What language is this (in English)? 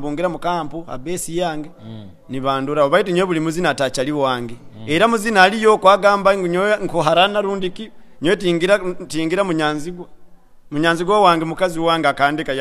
Nyoro